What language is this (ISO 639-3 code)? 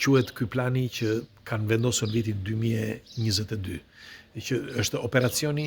sqi